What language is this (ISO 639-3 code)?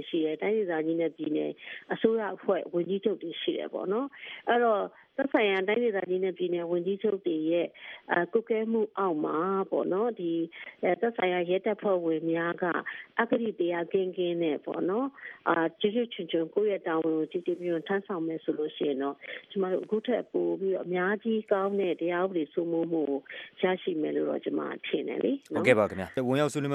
mya